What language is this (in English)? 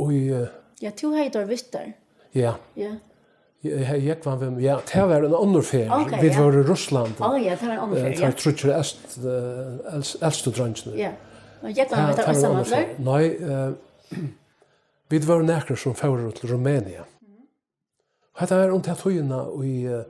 Faroese